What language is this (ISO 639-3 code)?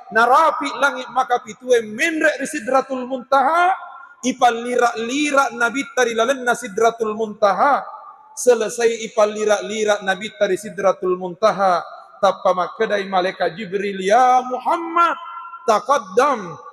bug